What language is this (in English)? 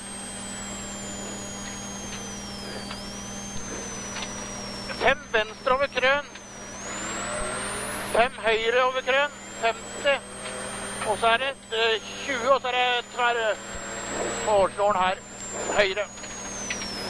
Norwegian